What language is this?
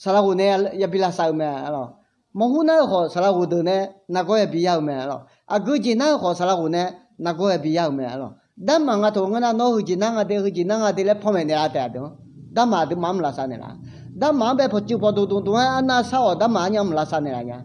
Akha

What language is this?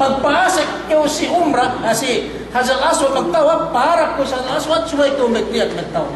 Yakan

